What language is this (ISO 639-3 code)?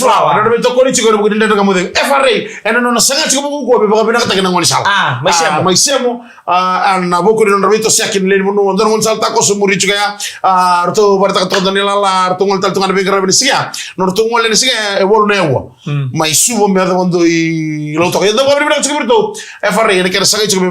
fij